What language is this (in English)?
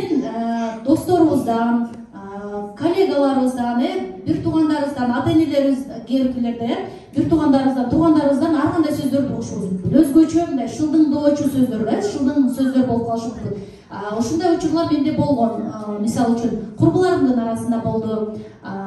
Kyrgyz